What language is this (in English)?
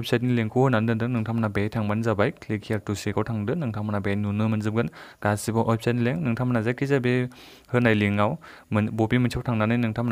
Bodo